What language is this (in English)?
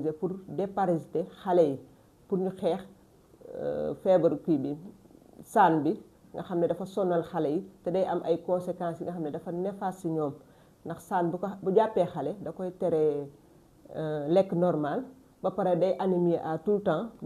Wolof